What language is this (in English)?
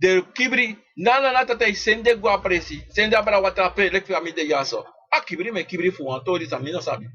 Sranan Tongo